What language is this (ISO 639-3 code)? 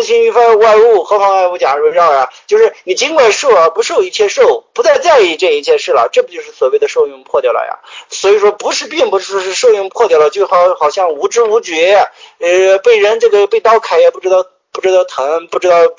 zho